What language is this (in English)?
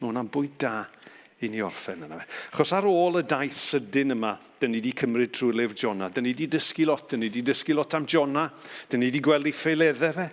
Welsh